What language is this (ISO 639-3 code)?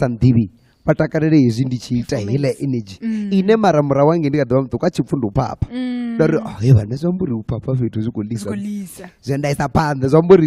ven